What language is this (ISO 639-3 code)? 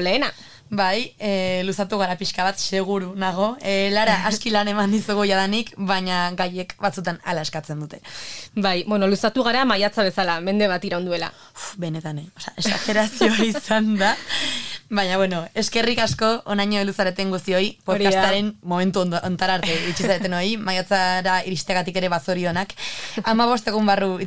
eus